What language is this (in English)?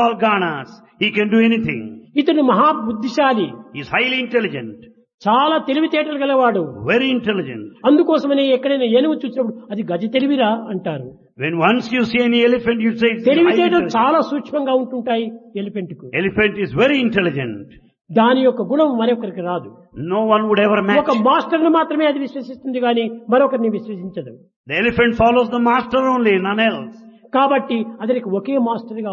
Telugu